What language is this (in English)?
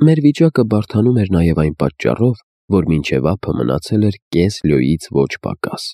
Armenian